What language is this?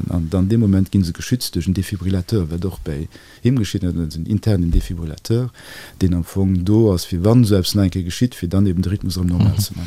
Luxembourgish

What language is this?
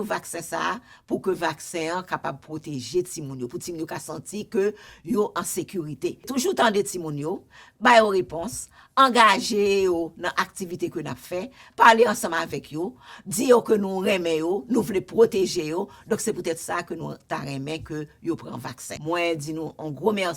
Haitian Creole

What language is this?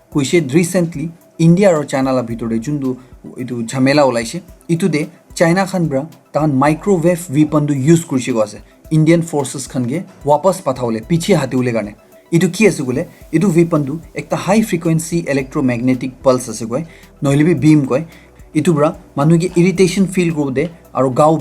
Naga Pidgin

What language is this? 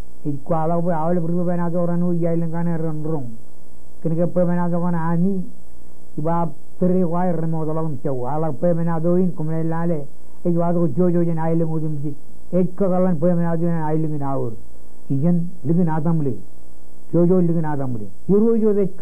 Marshallese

